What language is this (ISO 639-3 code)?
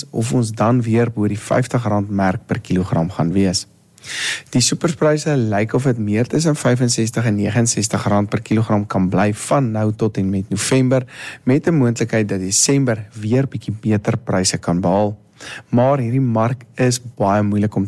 afr